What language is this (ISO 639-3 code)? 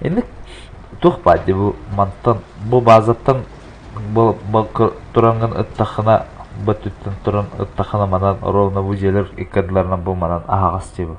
sah